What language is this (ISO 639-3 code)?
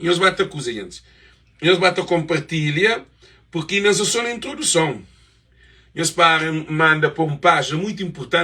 kea